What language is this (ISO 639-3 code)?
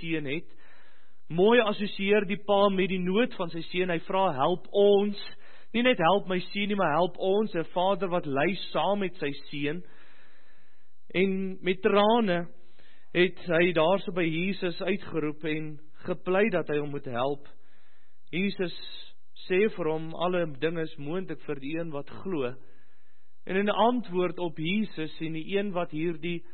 afr